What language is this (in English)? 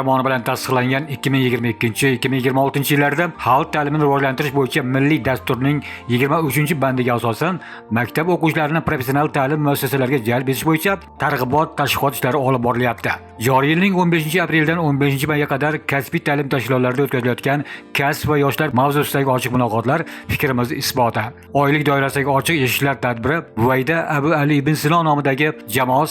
Uzbek